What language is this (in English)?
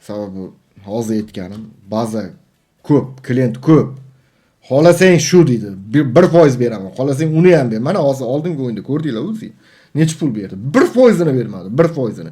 Uzbek